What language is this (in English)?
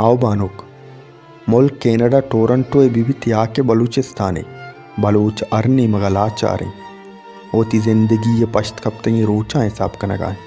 Baluchi